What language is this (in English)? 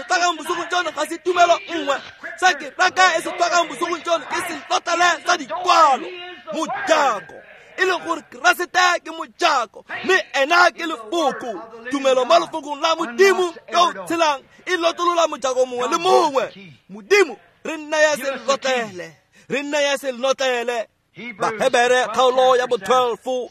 Tswana